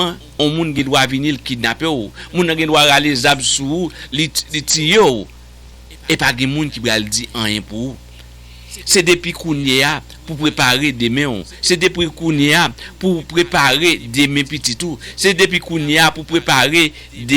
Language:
Haitian Creole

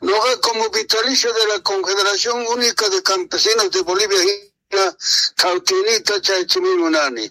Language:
South Bolivian Quechua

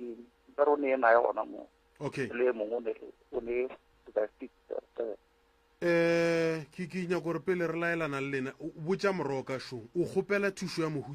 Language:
Northern Sotho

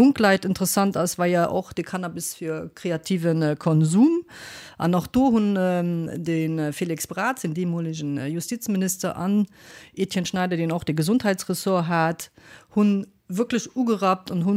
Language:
Luxembourgish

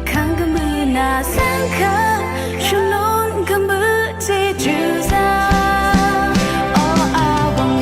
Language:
Rawang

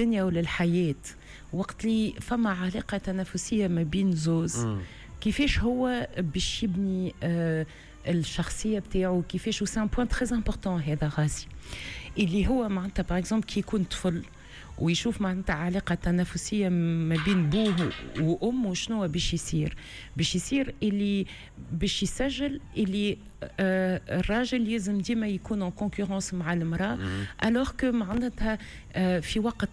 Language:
Tunisian Arabic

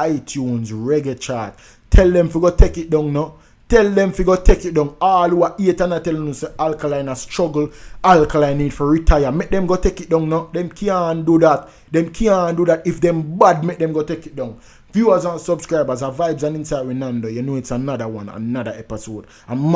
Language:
Jamaican Creole English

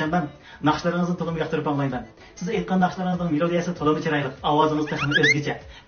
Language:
Uyghur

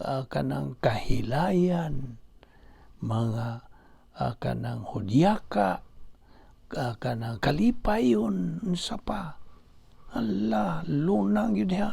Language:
Cebuano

